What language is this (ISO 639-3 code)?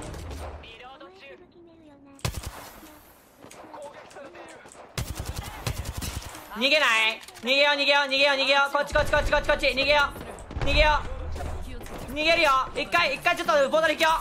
jpn